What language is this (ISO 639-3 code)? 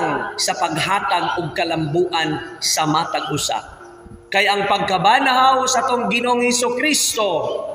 ceb